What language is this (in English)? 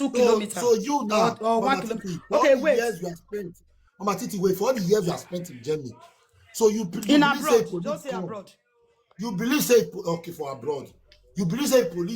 Nigerian Pidgin